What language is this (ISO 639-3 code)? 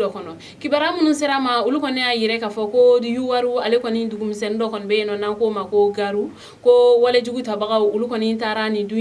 bam